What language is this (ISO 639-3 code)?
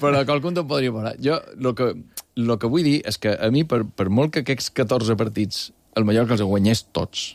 cat